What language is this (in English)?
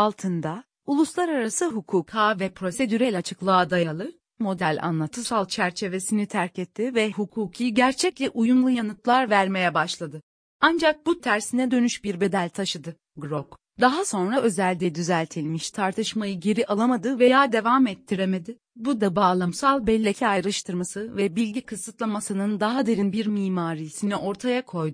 Turkish